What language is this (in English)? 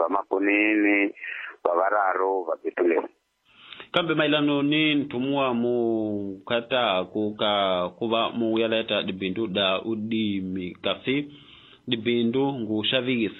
Tsonga